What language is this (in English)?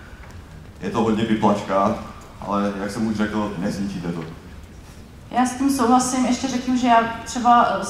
Czech